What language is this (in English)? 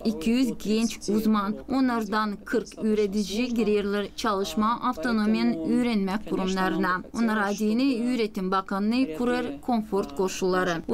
Gagauz